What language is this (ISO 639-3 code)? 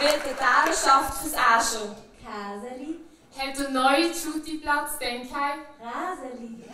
gsw